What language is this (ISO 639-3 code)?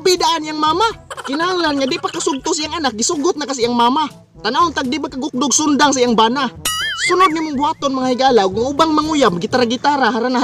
ceb